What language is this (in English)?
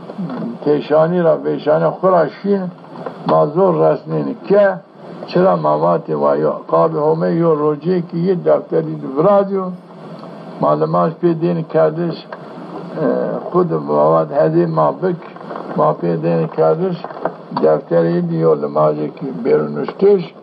Zaza